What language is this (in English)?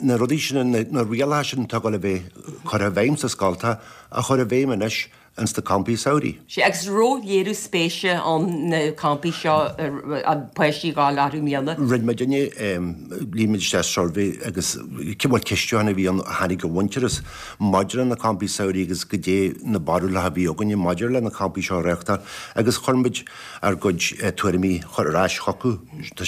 Irish